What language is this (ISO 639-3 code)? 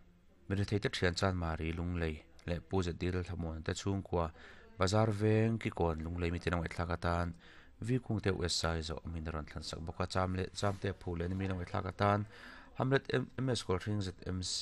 lus